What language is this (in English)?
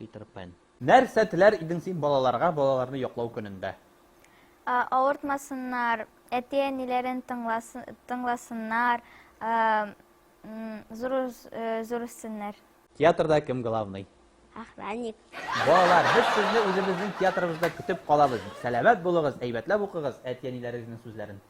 Tatar